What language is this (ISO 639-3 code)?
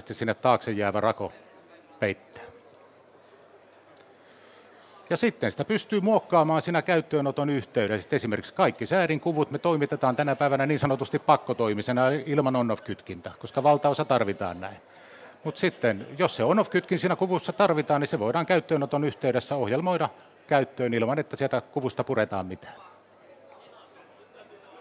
fin